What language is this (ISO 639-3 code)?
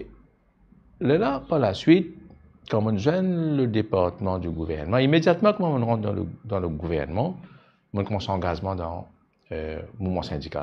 mfe